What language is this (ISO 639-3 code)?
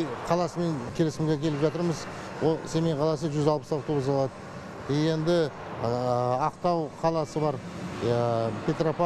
kaz